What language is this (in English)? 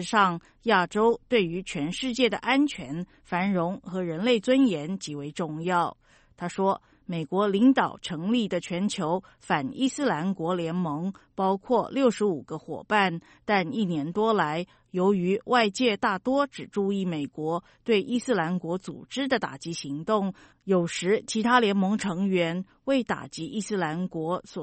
Chinese